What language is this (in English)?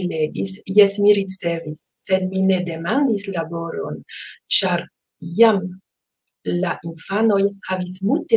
Esperanto